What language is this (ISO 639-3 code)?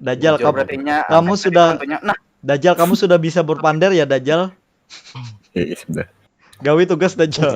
bjn